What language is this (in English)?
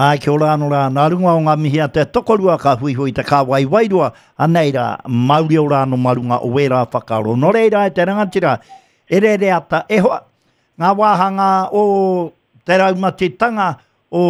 Māori